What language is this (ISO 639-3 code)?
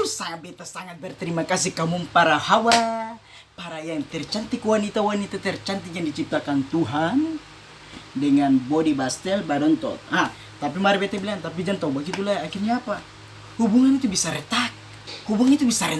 abs